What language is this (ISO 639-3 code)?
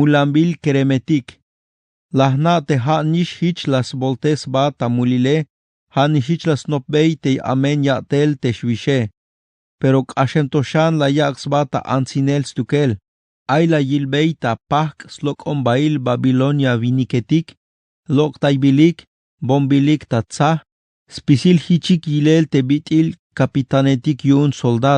tzh